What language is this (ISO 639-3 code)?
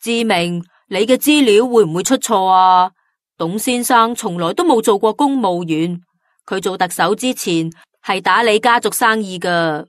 yue